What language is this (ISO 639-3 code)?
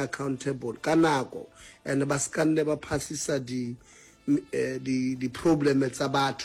nso